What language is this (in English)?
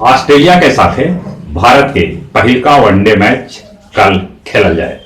Magahi